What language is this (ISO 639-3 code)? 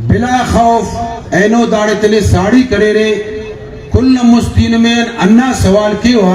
brh